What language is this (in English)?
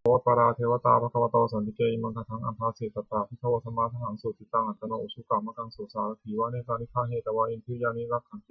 Pali